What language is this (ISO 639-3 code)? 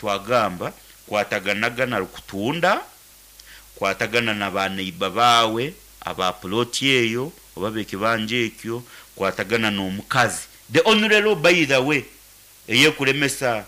nyn